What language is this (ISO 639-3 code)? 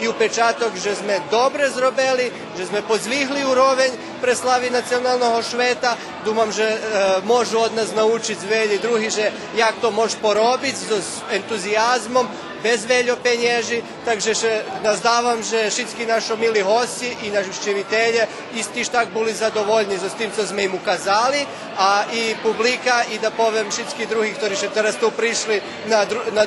rue